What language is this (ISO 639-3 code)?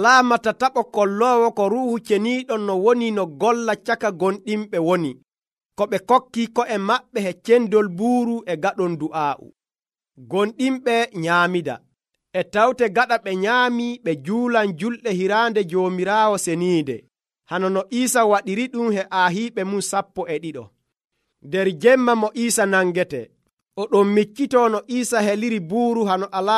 fuv